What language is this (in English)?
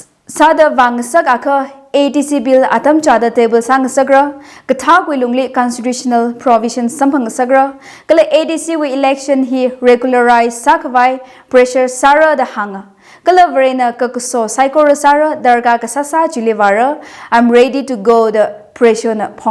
Tangkhul Naga (India)